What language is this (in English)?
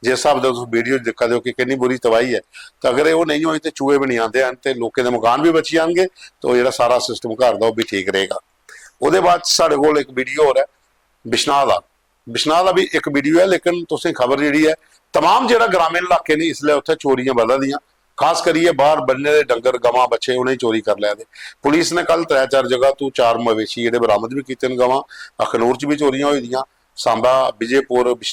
Dogri